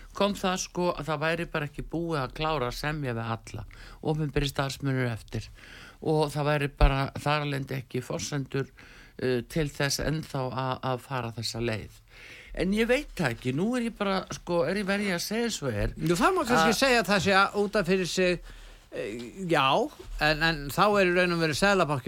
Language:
Icelandic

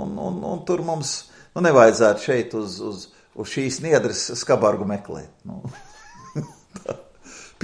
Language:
Latvian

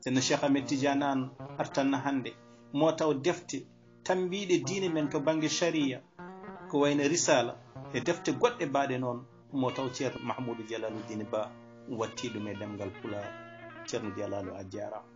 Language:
Fula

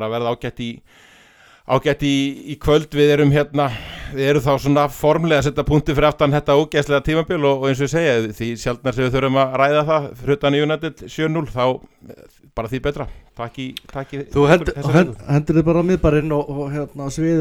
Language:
Icelandic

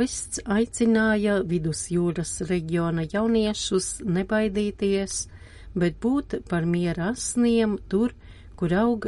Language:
Latvian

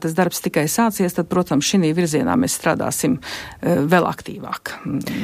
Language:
Latvian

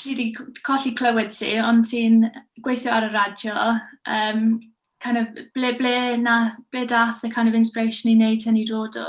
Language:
Welsh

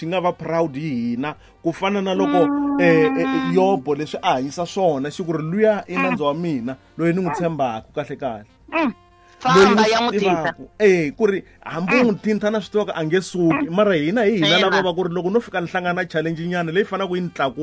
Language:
Tsonga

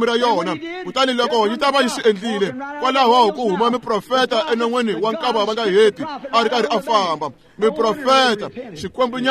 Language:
Tsonga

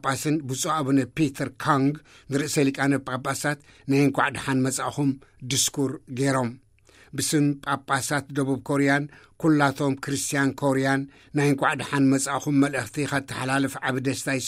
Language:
Tigrinya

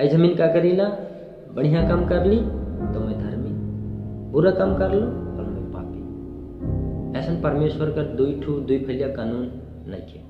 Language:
Sadri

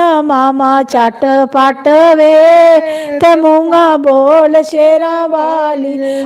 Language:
Dogri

